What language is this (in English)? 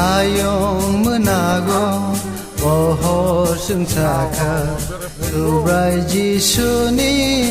Kok Borok